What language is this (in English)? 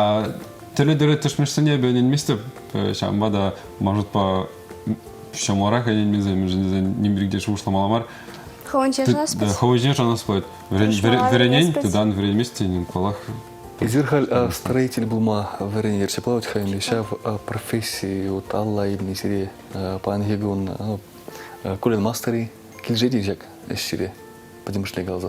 Chuvash